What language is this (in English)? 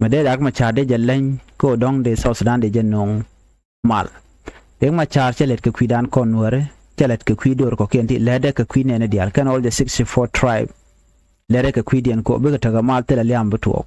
Nuer